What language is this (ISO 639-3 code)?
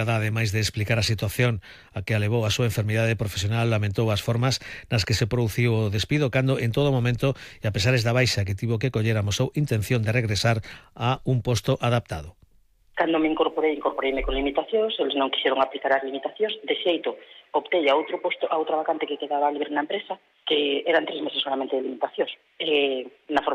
glg